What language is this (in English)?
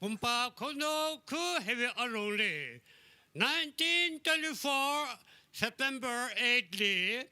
Tangkhul Naga (India)